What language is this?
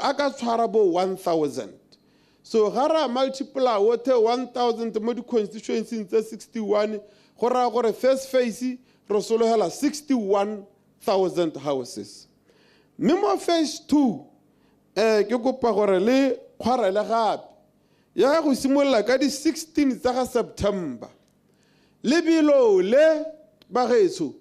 Tswana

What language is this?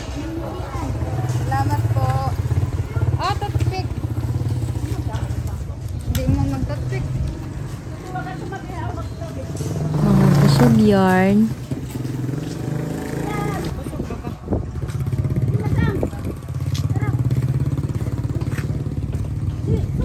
Filipino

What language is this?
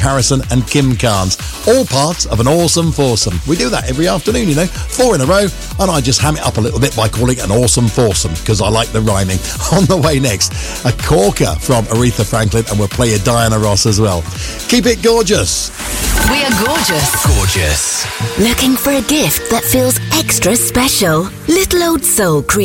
English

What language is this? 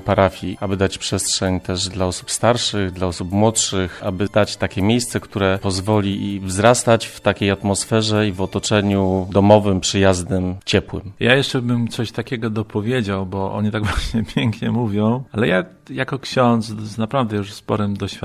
Polish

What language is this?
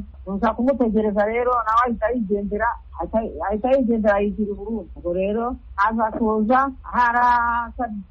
Kinyarwanda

